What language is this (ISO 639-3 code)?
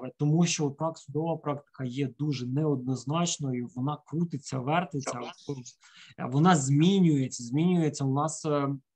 ukr